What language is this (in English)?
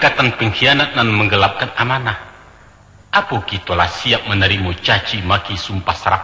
Minangkabau